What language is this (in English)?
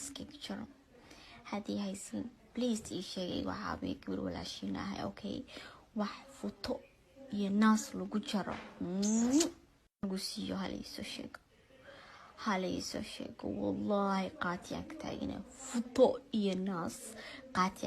Somali